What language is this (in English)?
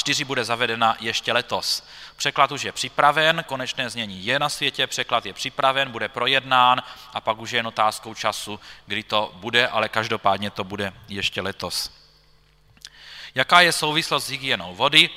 Czech